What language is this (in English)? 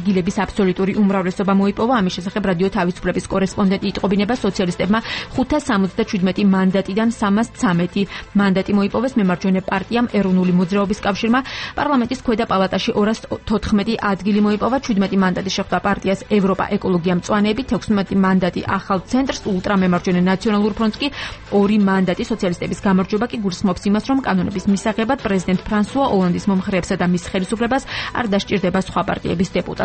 Georgian